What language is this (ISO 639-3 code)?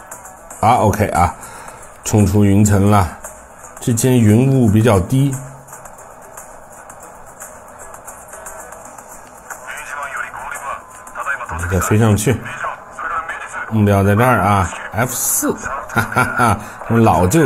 zho